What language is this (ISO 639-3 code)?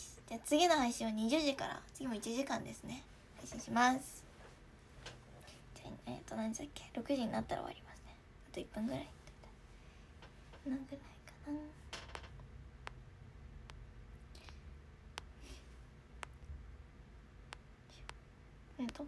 jpn